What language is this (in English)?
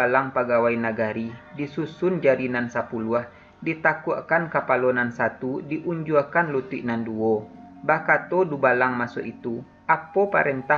Minangkabau